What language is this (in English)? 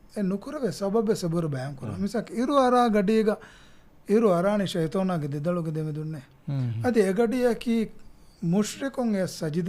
Divehi